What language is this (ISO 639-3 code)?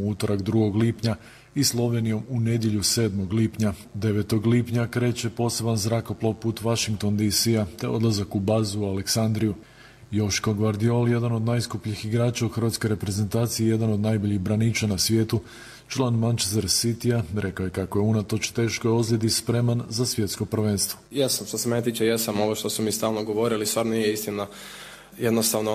hrv